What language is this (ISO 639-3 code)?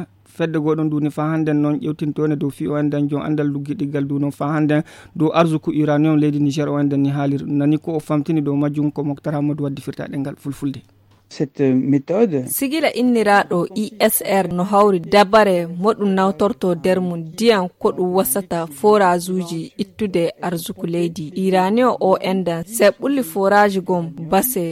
ful